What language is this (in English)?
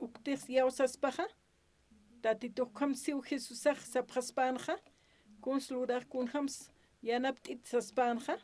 Aymara